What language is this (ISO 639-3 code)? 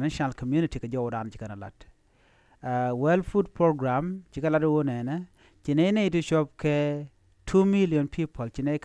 nus